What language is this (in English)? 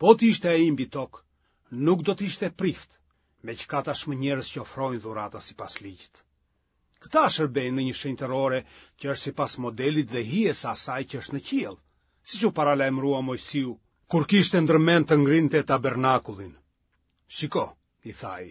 Albanian